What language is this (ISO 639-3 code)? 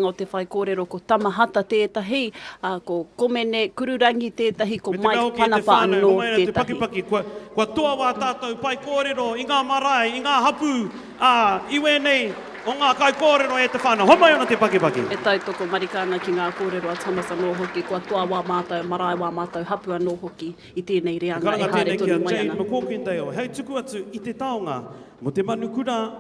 mri